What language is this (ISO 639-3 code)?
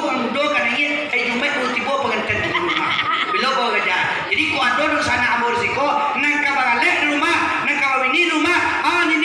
min